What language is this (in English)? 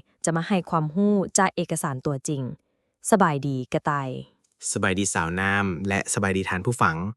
Lao